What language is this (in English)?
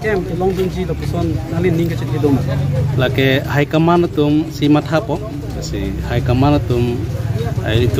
Karbi